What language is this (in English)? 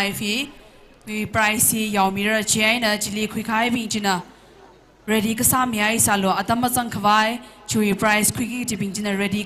Tangkhul Naga (India)